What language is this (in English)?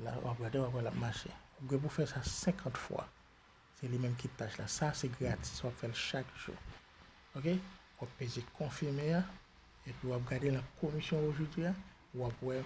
Haitian Creole